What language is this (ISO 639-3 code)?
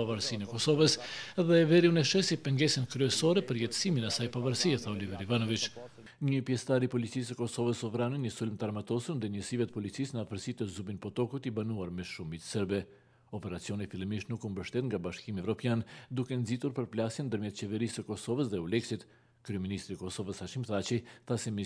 sqi